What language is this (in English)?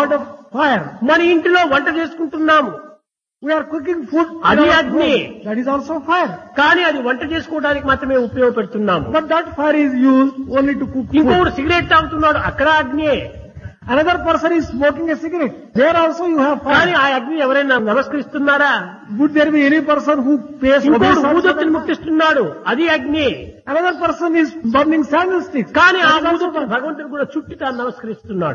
Telugu